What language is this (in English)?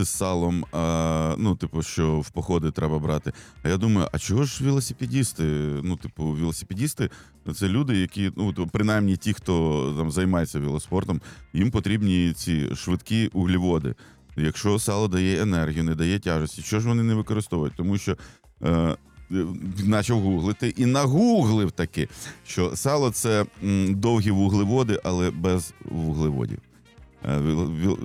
Ukrainian